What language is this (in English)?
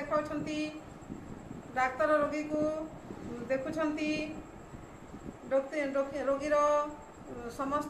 Odia